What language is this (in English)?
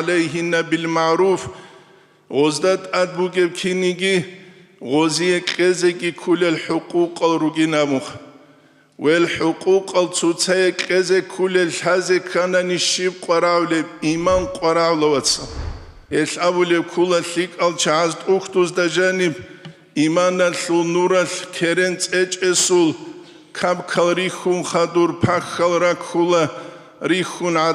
Avaric